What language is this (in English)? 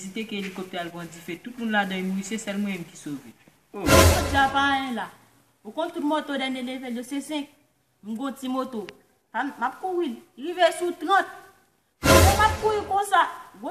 Haitian Creole